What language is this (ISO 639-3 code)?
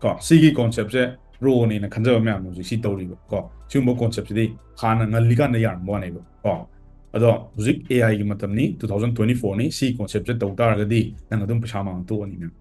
mni